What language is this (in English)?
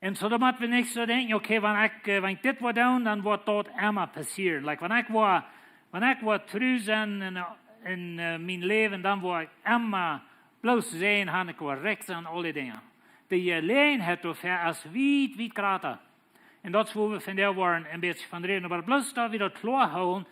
Plautdietsch